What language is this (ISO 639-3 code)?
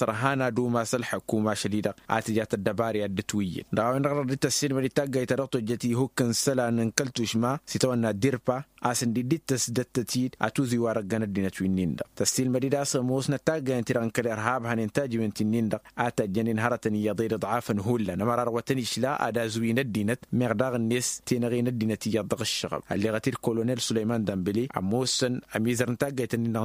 taq